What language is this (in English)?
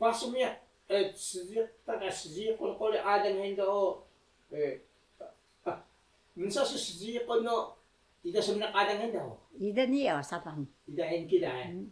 Taroko